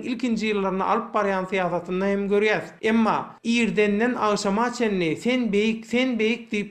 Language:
Turkmen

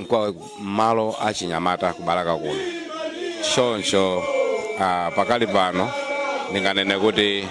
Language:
Nyanja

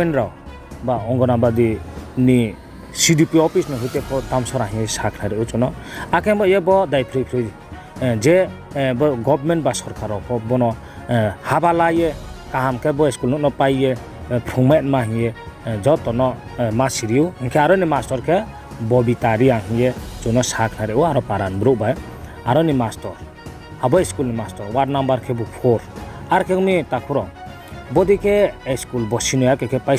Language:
Riang (India)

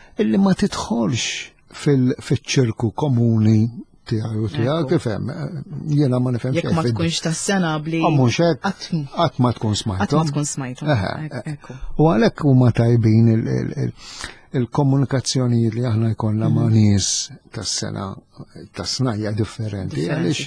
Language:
Maltese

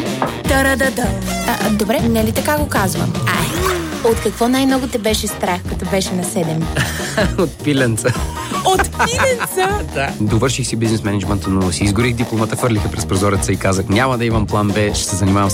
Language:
Bulgarian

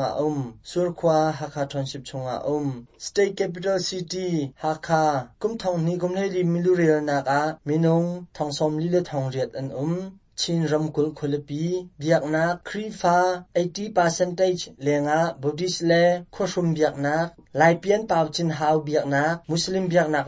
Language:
Hakha Chin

